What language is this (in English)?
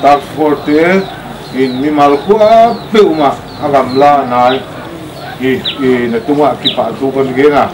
Paite Chin